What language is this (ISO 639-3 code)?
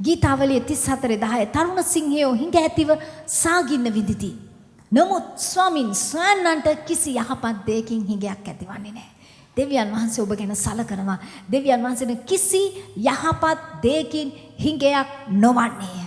sin